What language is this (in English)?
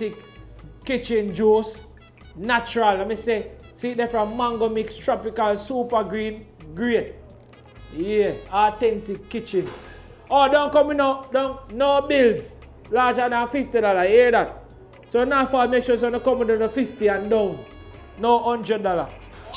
Jamaican Creole English